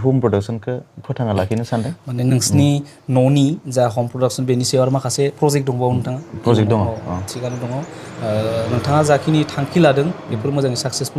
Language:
Bodo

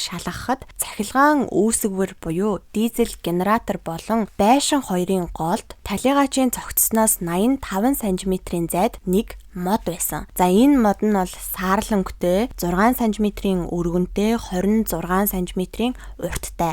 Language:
Mongolian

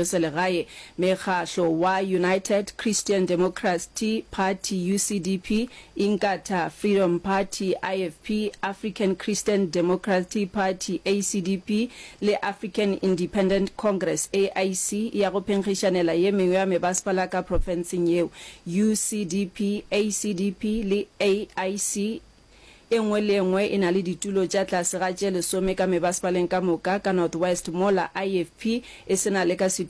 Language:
Northern Sotho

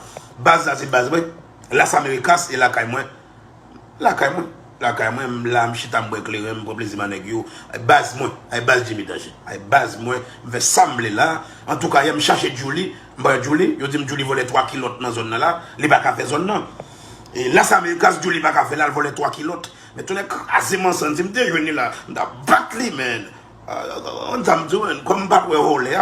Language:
Haitian Creole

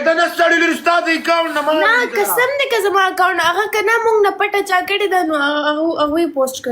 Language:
Pashto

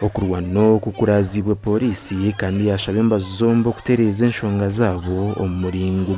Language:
Nyankole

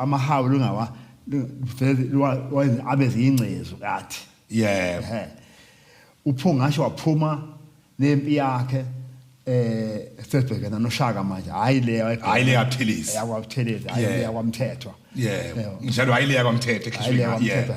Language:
Zulu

